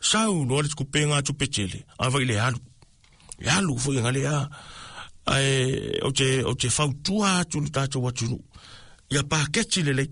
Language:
Samoan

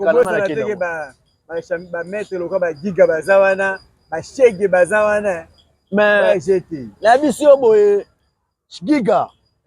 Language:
Lingala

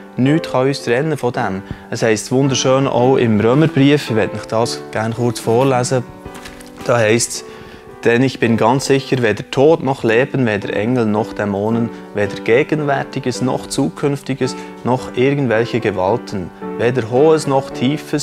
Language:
Swiss German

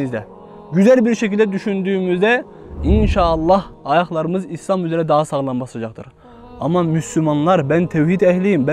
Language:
Turkish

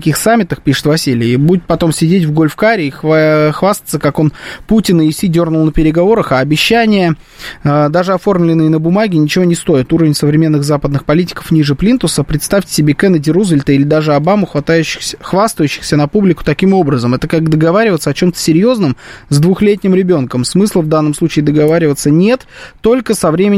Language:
Russian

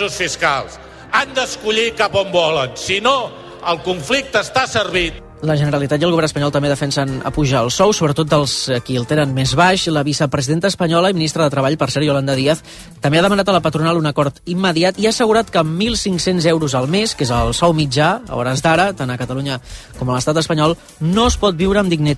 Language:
Catalan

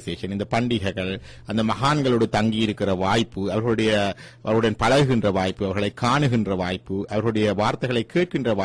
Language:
Tamil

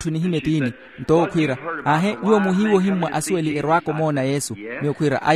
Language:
Makhuwa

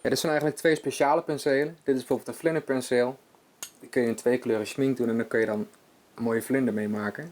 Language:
Limburgish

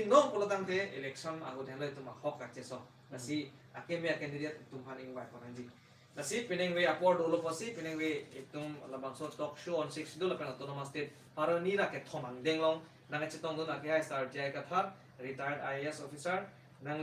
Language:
Karbi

